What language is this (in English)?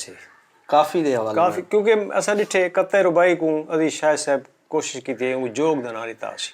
Saraiki